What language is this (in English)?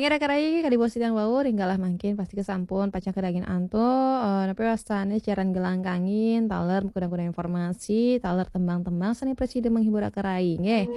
Balinese